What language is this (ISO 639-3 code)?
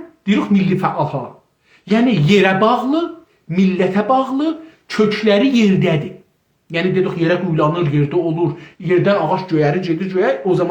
azb